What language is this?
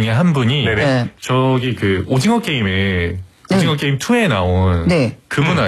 Korean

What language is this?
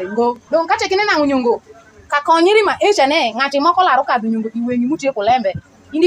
Alur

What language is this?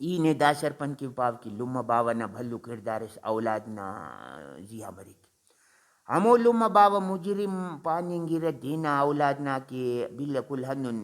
Brahui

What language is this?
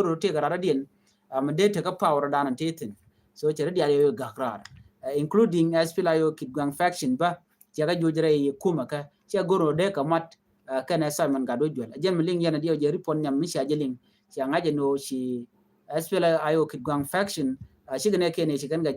Nuer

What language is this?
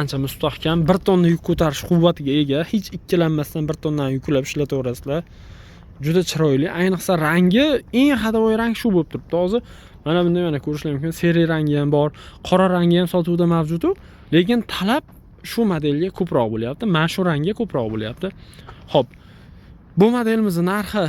Uzbek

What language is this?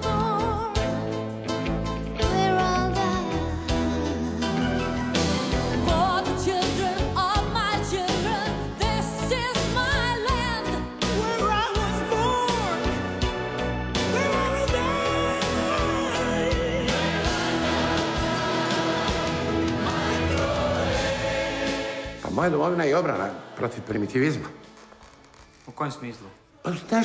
Croatian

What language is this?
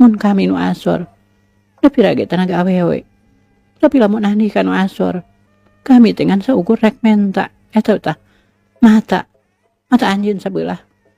Sundanese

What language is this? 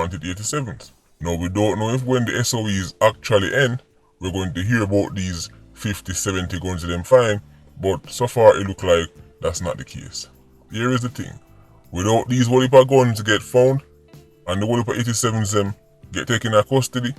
Jamaican Creole English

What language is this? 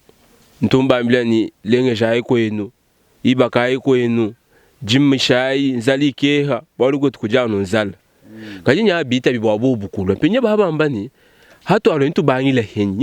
Luba-Lulua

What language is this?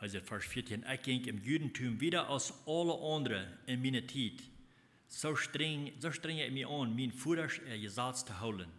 Plautdietsch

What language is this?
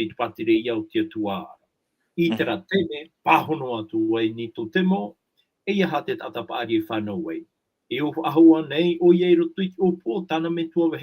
Tahitian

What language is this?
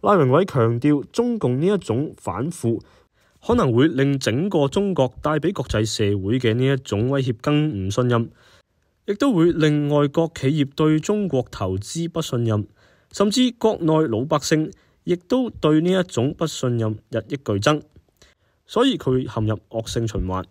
Cantonese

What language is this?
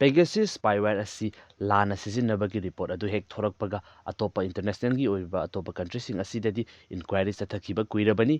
Manipuri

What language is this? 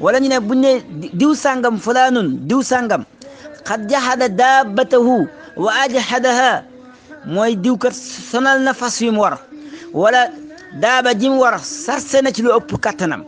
Wolof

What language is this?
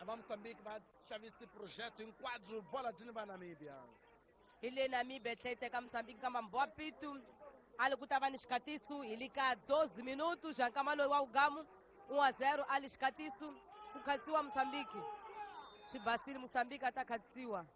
Tsonga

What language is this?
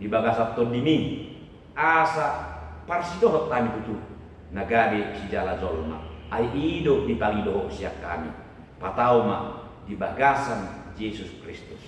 Batak Toba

